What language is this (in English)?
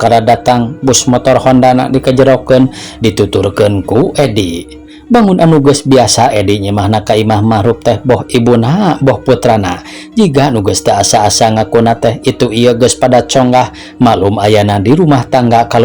Sundanese